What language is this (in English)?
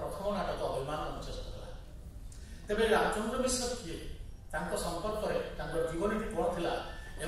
Odia